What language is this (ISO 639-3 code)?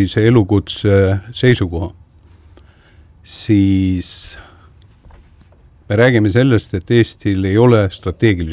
est